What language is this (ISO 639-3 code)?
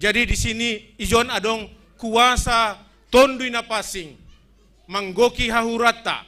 bts